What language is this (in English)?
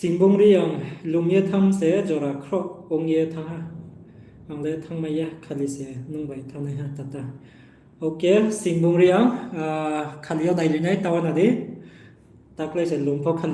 Riang (India)